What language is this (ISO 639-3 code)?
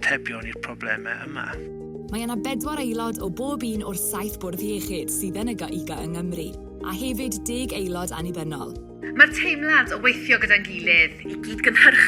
cym